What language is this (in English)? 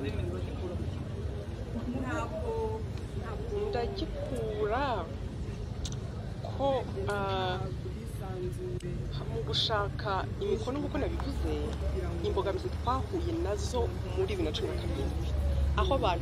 Kinyarwanda